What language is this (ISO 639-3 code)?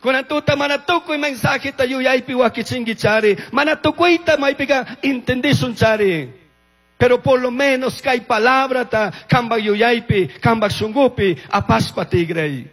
qug